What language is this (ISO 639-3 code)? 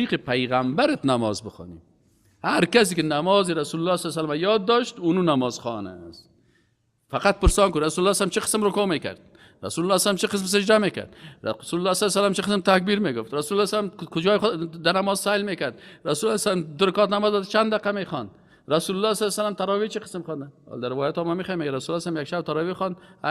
fas